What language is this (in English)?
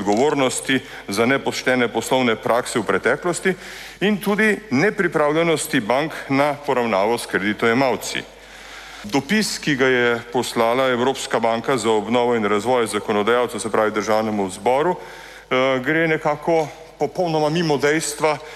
Slovenian